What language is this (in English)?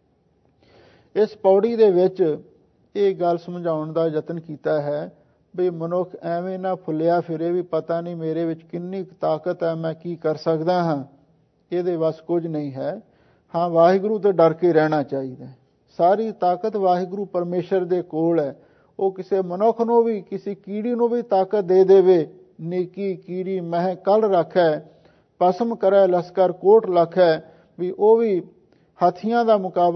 Punjabi